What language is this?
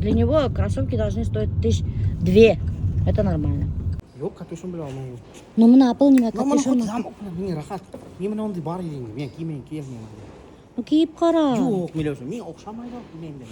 Bashkir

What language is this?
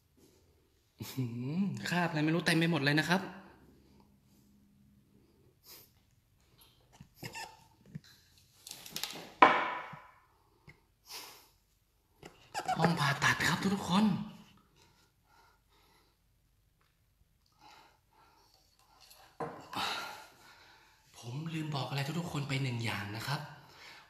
Thai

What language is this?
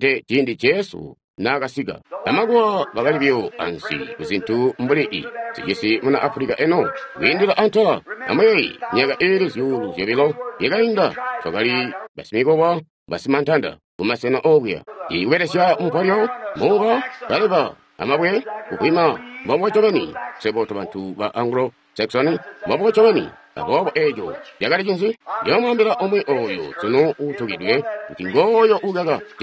Tonga (Zambia)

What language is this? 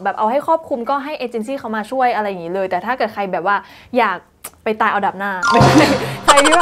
Thai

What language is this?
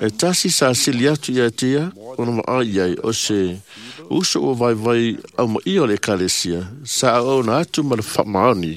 Samoan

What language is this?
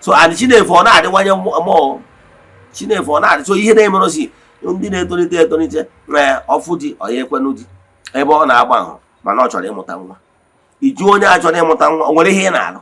Igbo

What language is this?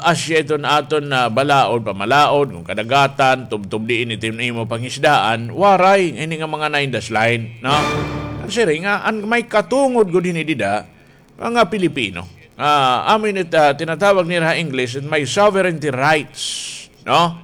Waray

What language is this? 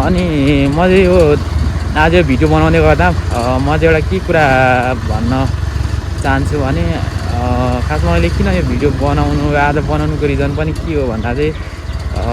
Nepali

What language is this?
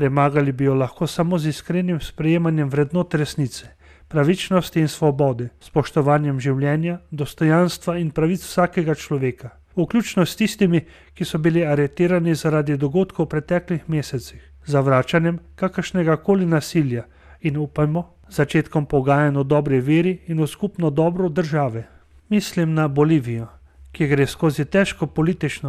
Slovenian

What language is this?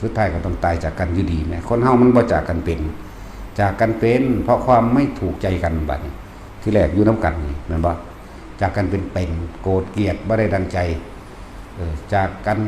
Lao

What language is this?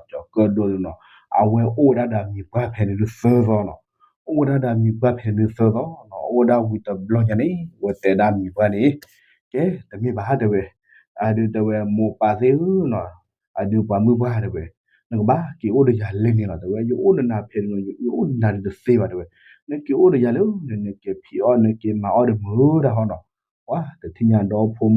S'gaw Karen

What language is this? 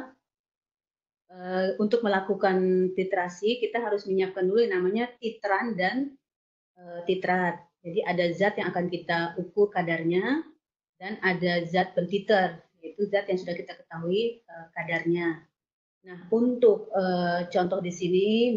Indonesian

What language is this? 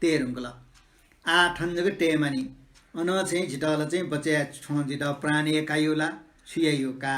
Newari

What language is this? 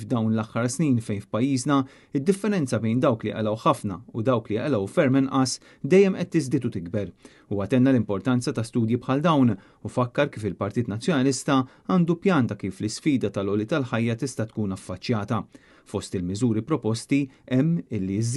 Maltese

